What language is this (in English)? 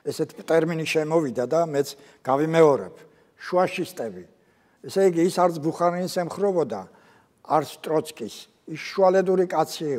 Georgian